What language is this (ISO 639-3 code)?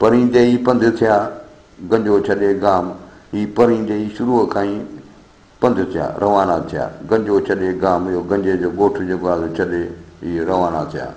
snd